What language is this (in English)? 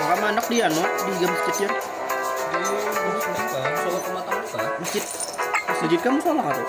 Banjar